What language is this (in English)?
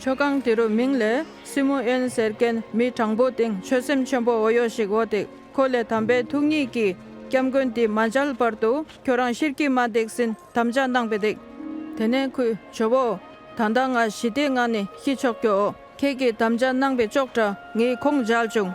Dolpo